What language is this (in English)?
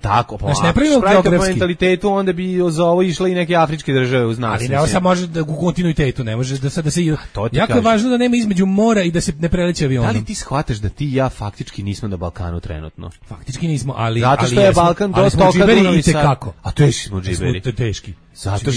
Serbian